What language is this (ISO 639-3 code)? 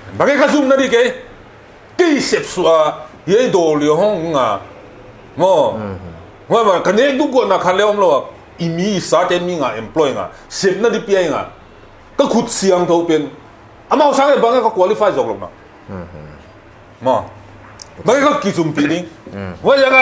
pck